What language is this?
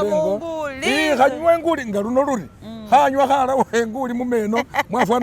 Masaaba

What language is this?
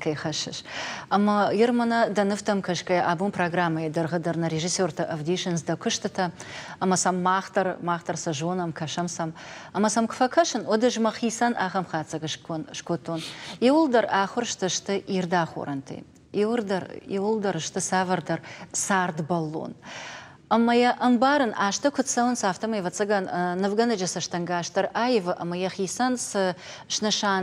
Ossetic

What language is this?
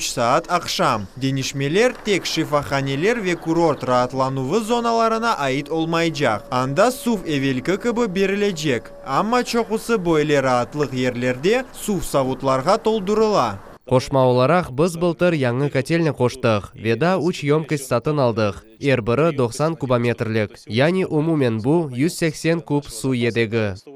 Crimean Tatar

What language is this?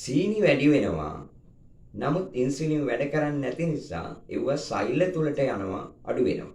Sinhala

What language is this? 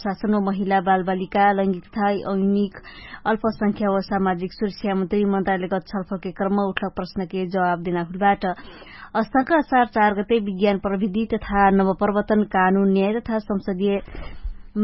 Dangaura Tharu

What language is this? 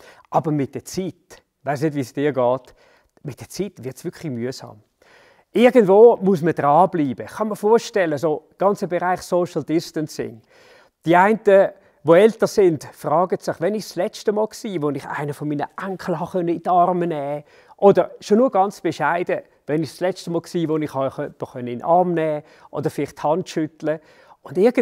Swiss German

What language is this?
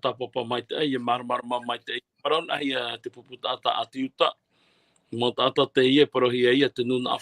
Tahitian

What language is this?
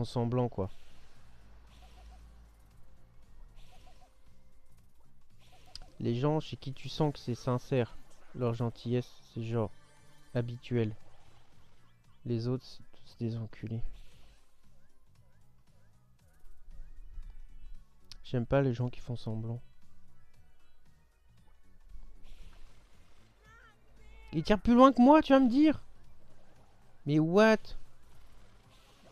French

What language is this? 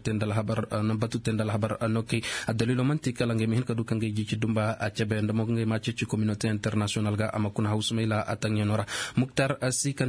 Koyraboro Senni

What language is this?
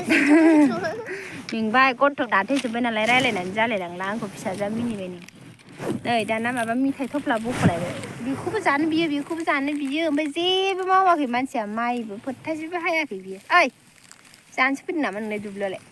Bodo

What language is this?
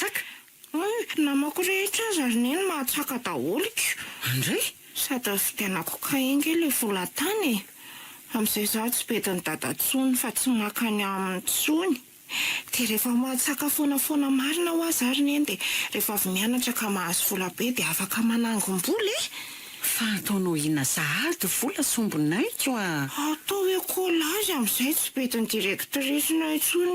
Malagasy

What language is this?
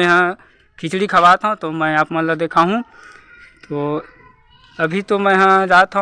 Chhattisgarhi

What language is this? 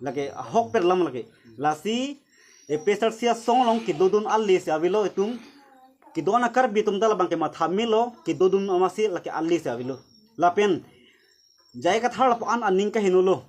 Karbi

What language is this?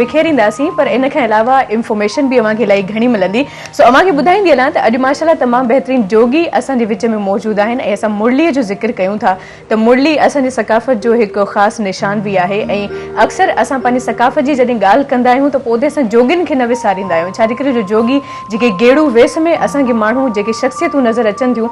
Sindhi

